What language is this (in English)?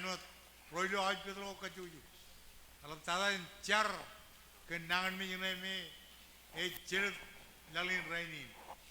Marshallese